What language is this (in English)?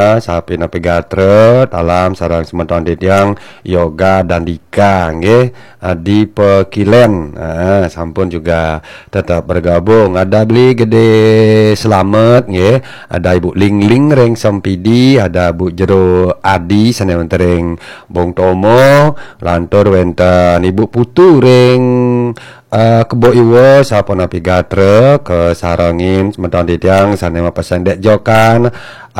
Balinese